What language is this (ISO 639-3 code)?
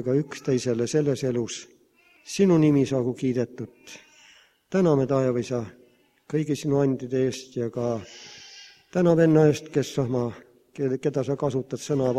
est